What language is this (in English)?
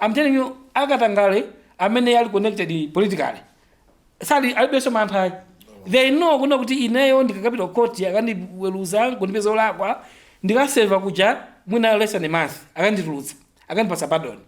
Nyanja